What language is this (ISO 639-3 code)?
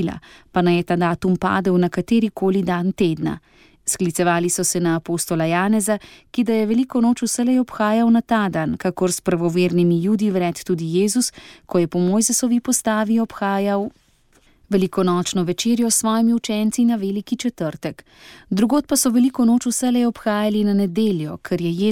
slv